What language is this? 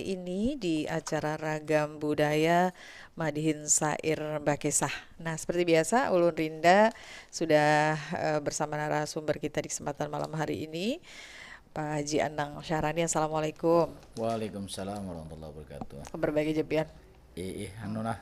Banjar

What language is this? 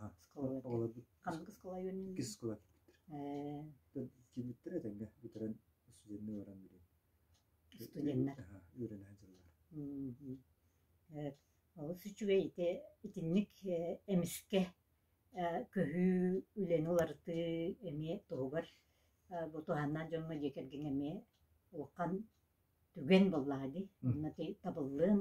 Yakut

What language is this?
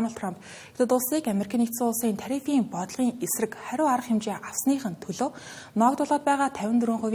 Mongolian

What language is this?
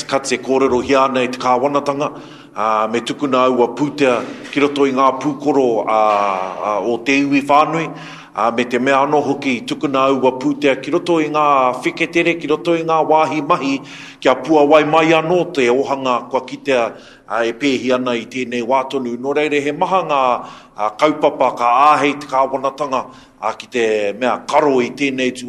Māori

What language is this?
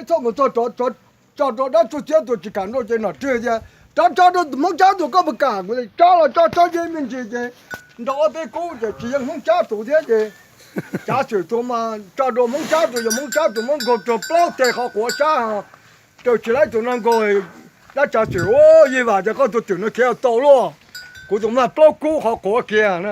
Hmong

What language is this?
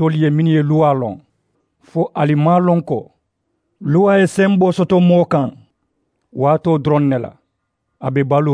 Mandingo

